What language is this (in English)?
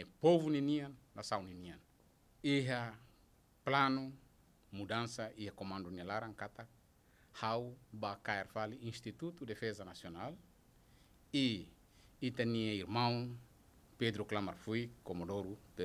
Tetum